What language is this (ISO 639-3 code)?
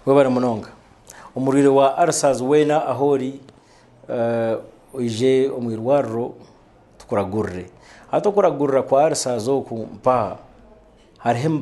nyn